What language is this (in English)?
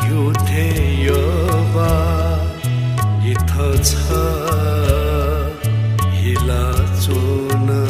Newari